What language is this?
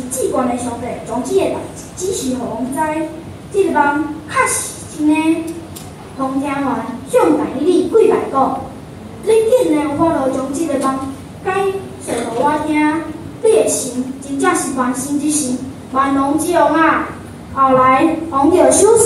Min Nan Chinese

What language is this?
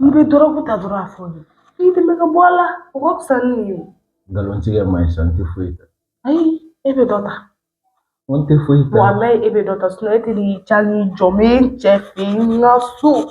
Bambara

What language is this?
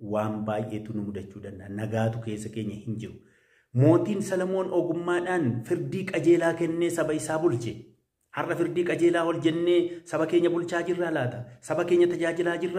Oromo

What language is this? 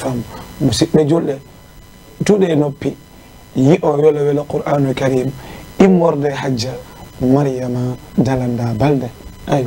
Fula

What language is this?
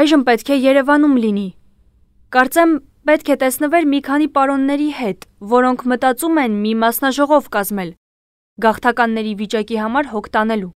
Armenian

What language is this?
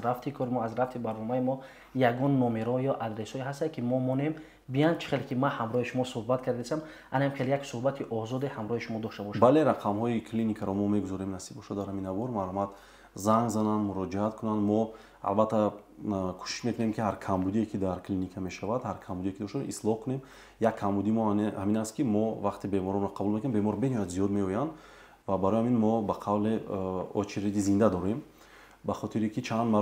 Tajik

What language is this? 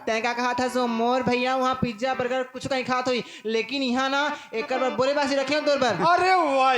Chhattisgarhi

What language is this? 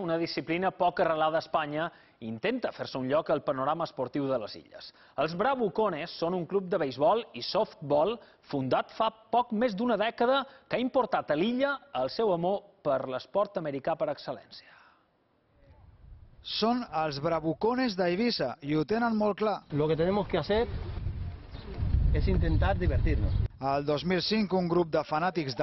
Catalan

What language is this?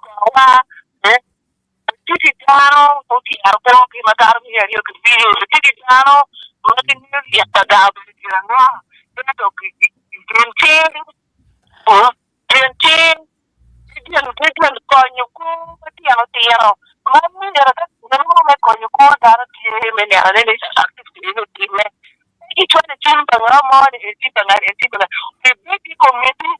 Acoli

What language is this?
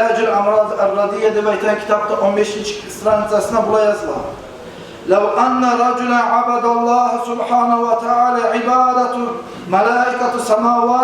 Kumyk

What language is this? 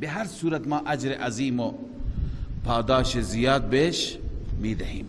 Persian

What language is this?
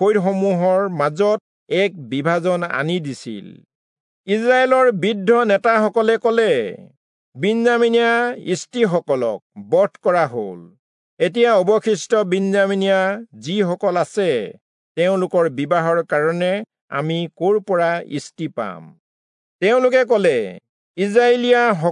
Assamese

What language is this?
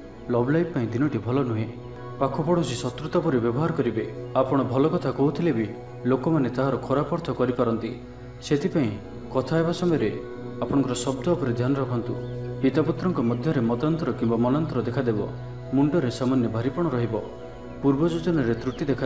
Odia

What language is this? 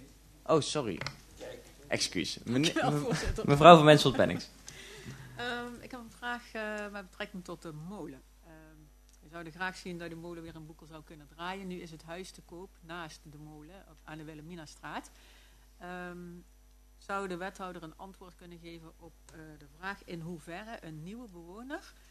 Dutch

